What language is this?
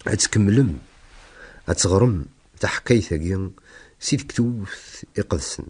Kabyle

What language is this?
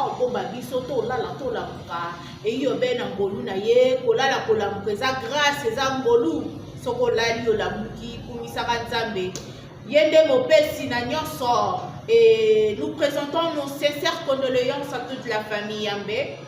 Lingala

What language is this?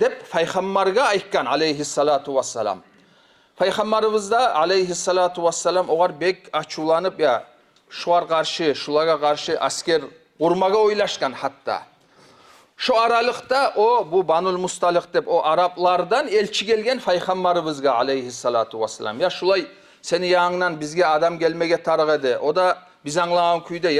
Kumyk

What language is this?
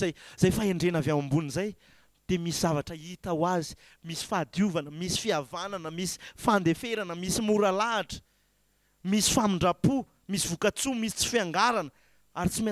Malagasy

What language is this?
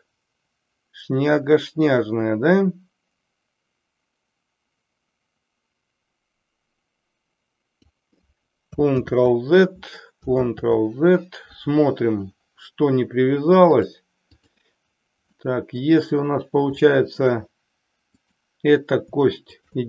Russian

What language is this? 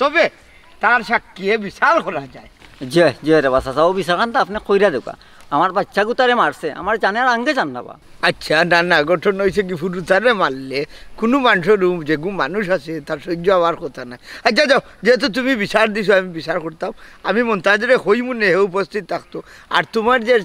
Sylheti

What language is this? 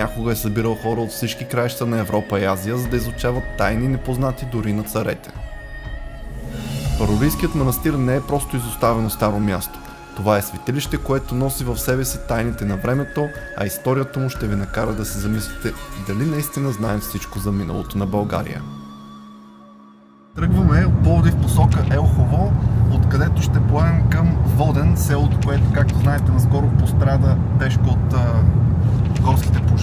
Bulgarian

